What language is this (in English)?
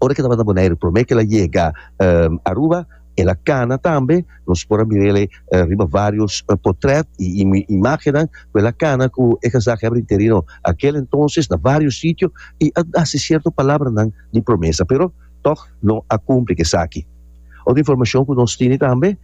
Papiamento